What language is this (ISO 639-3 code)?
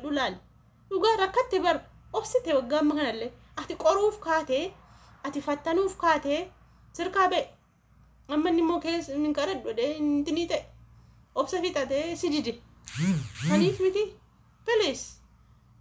orm